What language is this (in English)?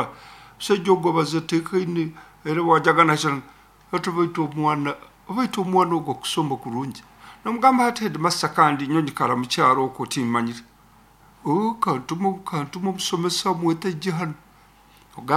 Nyankole